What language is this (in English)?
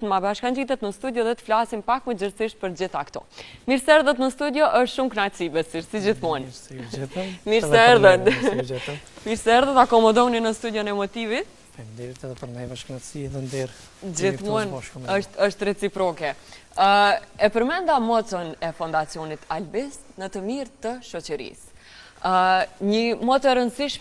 Albanian